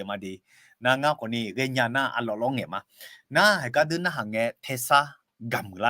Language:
Akha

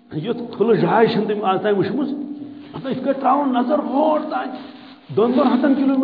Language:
Kashmiri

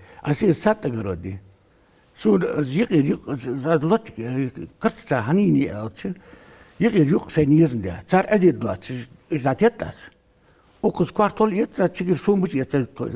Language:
Ingush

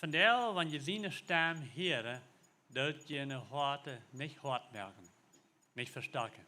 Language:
Plautdietsch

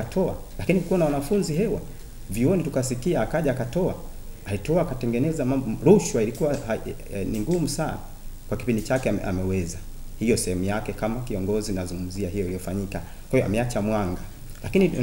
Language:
Swahili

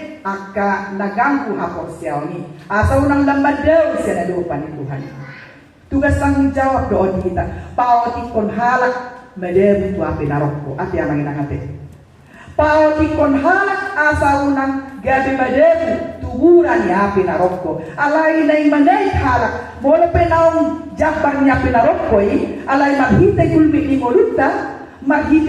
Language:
Batak Toba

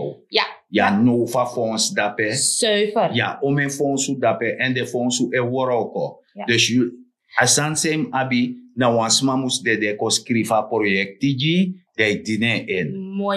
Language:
Sranan Tongo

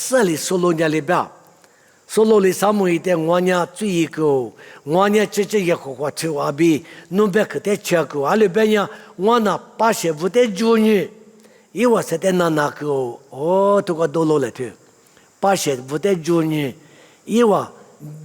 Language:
Lisu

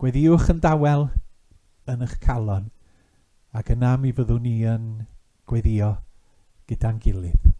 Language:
Welsh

